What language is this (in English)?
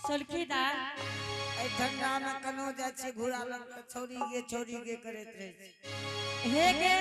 Angika